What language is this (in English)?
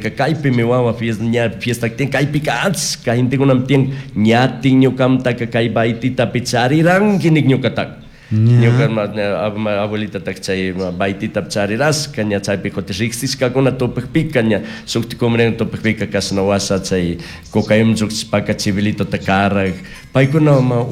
Chimborazo Highland Quichua